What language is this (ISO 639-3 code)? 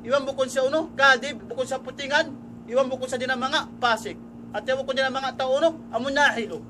tsg